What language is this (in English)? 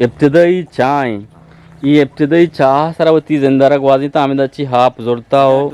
Eastern Balochi